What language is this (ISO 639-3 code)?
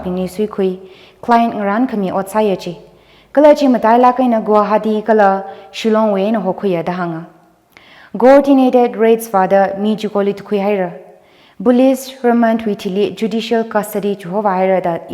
nmf